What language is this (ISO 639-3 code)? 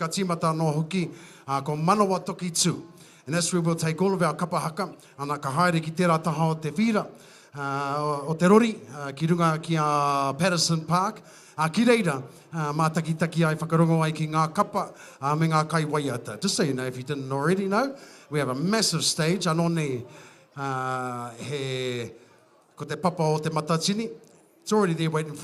mri